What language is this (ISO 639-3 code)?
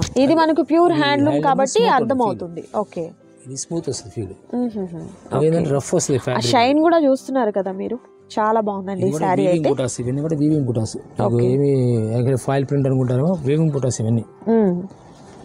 tel